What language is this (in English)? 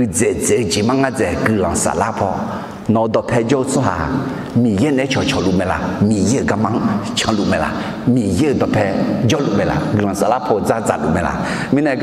Akha